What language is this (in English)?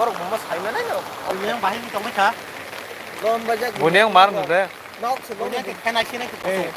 Kok Borok